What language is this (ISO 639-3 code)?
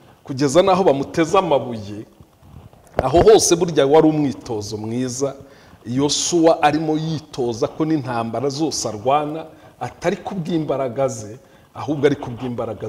kin